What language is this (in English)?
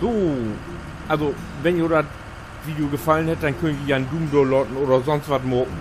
Low German